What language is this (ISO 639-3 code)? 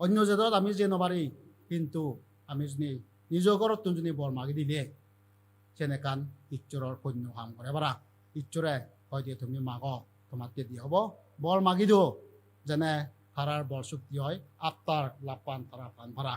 ccp